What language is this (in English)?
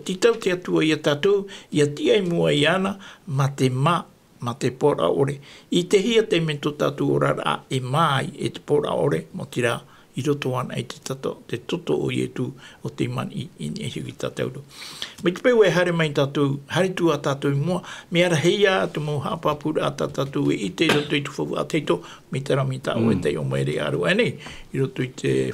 Tahitian